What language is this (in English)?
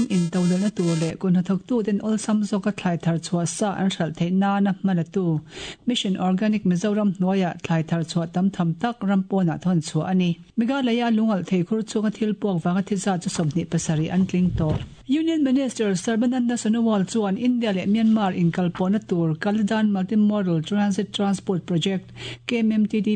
Mizo